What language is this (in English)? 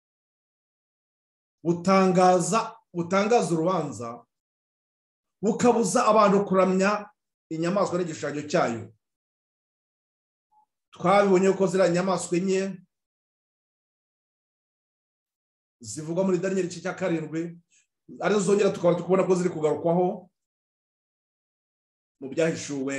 Kinyarwanda